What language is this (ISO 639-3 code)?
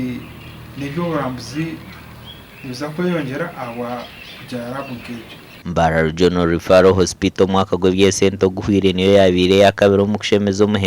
nyn